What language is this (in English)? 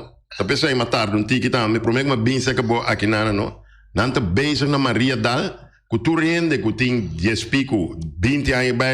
Papiamento